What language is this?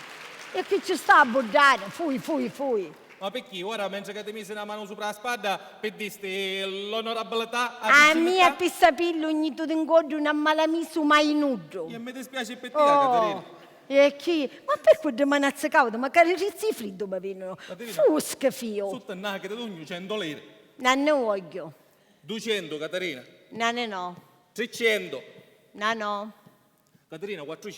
Sicilian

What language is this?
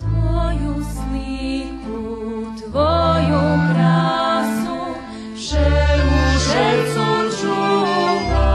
Rusyn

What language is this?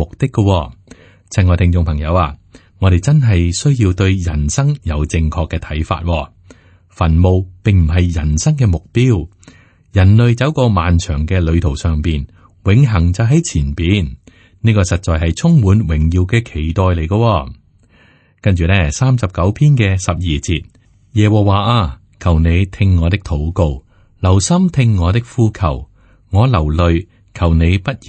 Cantonese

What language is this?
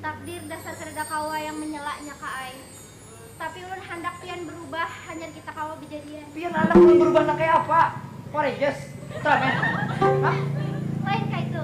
Banjar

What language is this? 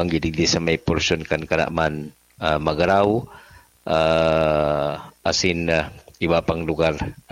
Bikol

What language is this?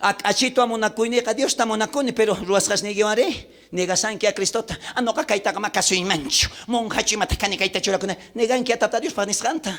South Bolivian Quechua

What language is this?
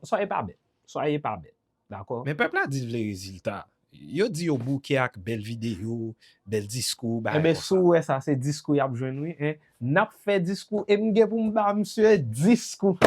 Haitian Creole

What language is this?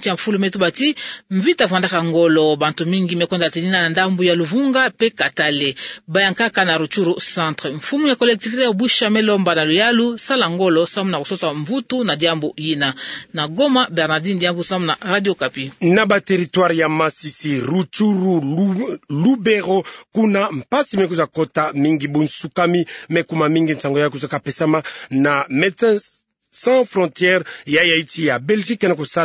Kituba (Democratic Republic of Congo)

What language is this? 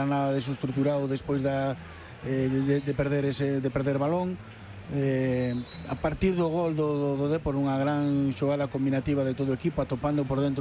Galician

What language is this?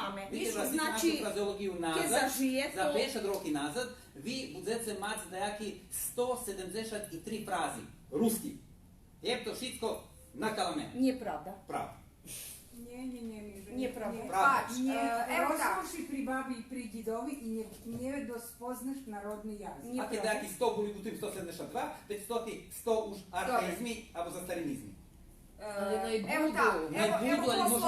Rusyn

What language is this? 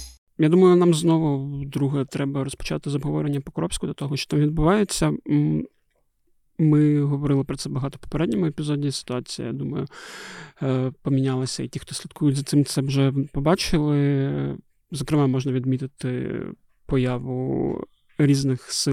Ukrainian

